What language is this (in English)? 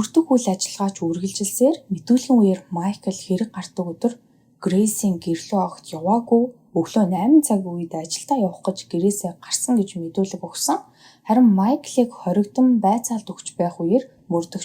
Mongolian